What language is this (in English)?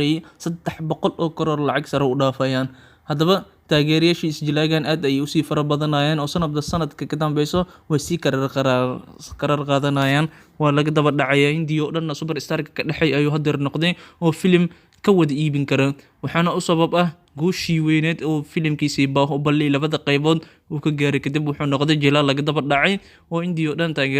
Somali